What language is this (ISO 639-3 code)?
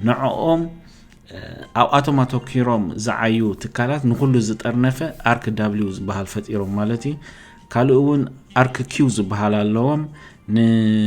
tir